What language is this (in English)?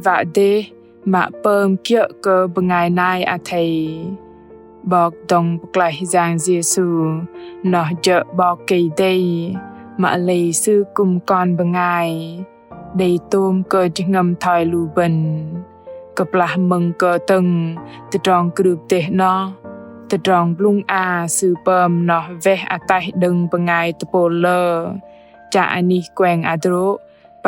Bahnar